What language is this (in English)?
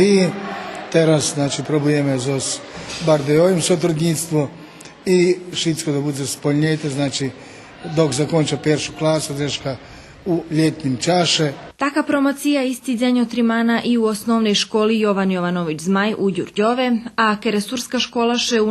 Rusyn